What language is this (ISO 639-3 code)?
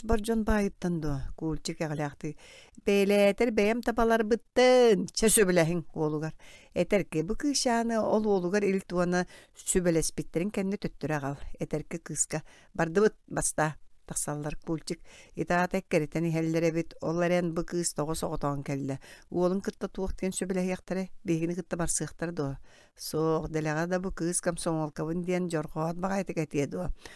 sah